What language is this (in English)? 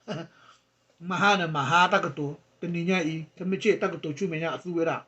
S'gaw Karen